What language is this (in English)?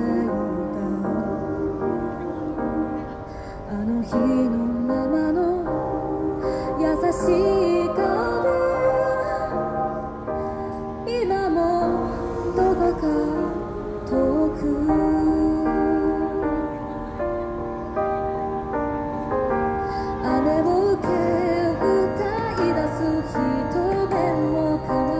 Japanese